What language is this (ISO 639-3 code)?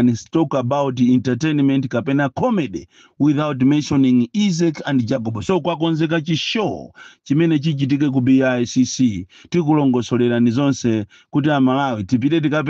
nya